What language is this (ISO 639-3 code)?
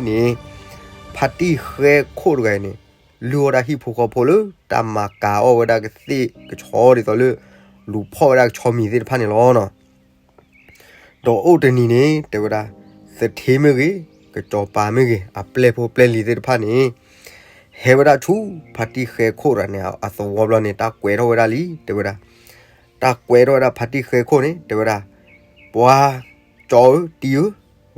ksw